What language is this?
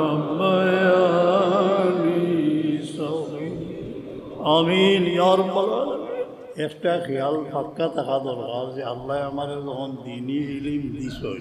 Sylheti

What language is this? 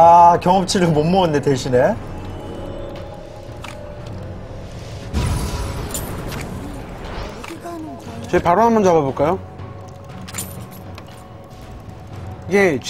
Korean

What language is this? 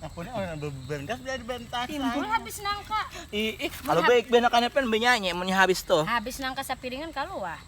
Banjar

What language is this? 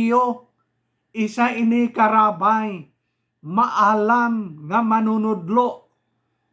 Hiligaynon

